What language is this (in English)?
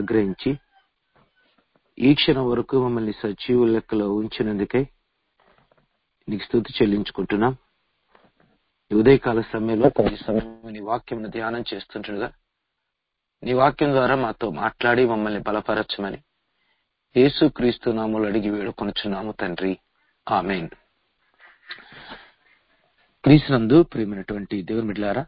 Telugu